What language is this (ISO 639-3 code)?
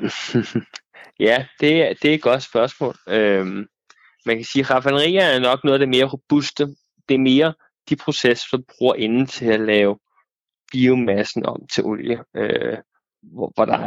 dan